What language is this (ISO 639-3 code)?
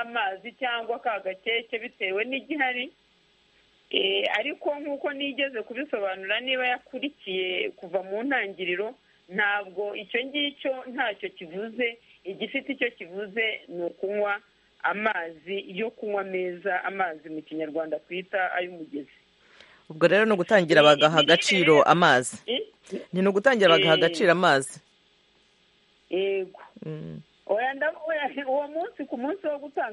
kin